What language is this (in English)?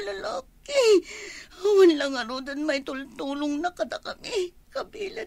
Iloko